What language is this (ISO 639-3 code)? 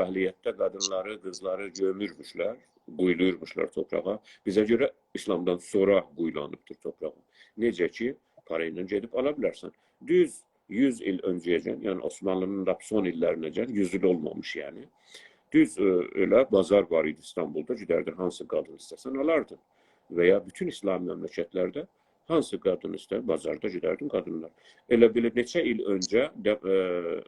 azb